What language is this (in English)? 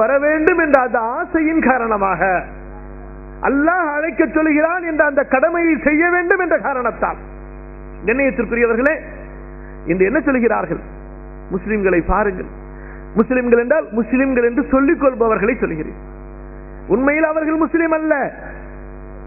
Tamil